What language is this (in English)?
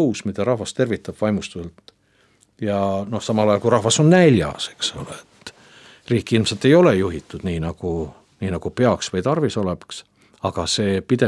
Estonian